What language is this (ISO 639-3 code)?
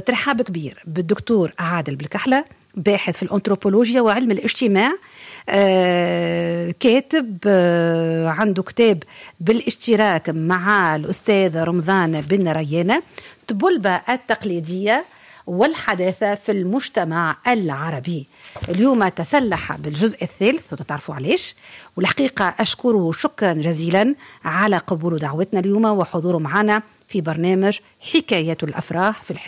aeb